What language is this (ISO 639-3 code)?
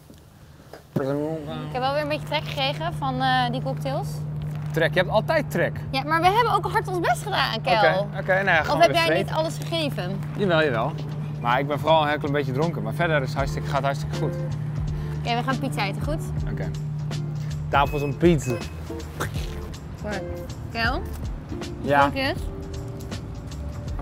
nld